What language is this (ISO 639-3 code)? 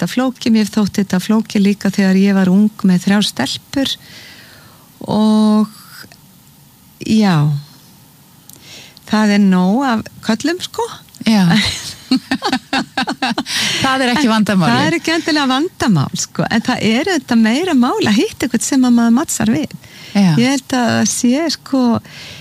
isl